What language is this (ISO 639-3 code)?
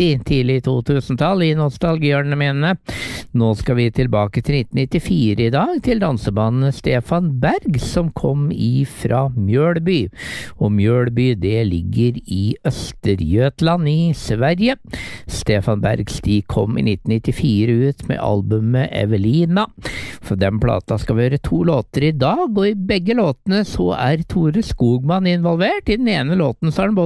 nor